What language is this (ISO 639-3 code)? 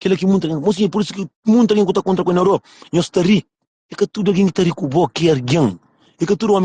kea